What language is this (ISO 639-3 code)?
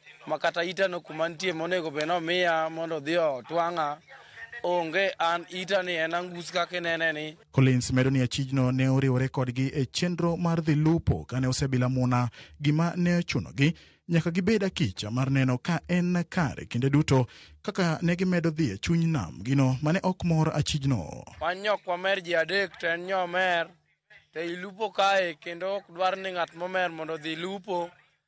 luo